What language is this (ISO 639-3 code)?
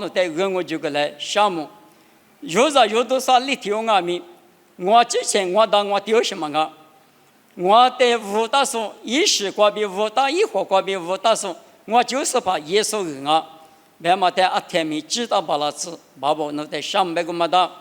lis